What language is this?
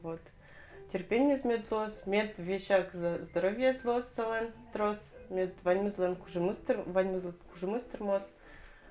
Udmurt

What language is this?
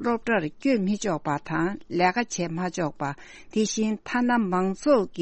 Tibetan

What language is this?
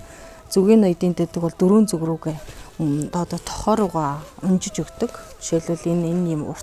Mongolian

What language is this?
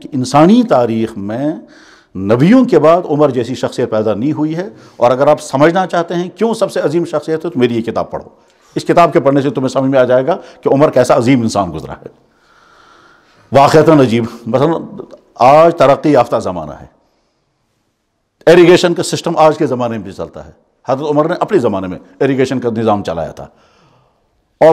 Urdu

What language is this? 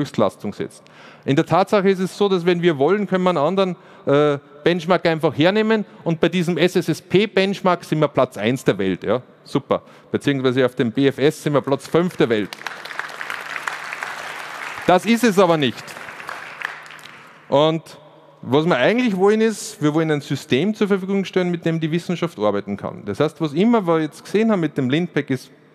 German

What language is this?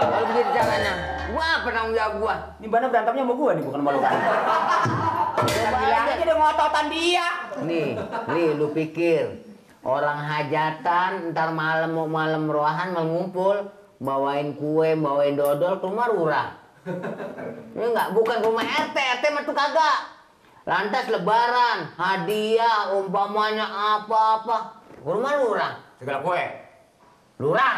Betawi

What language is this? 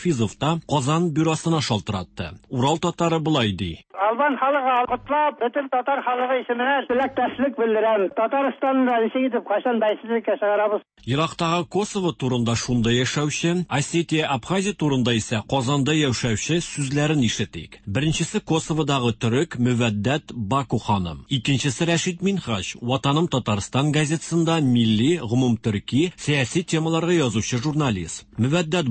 Tatar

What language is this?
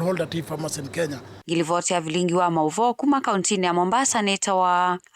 Kamba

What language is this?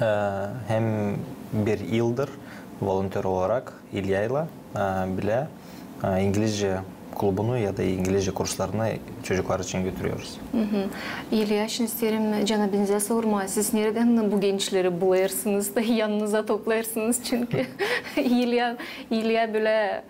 Gagauz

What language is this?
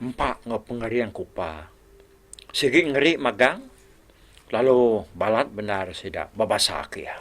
Iban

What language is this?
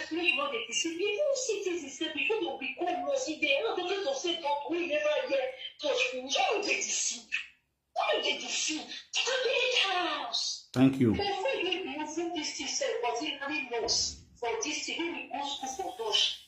Nigerian Pidgin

